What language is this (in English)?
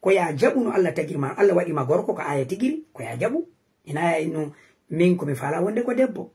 Fula